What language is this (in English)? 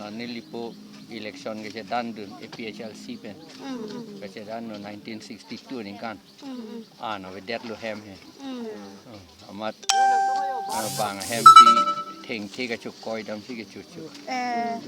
Karbi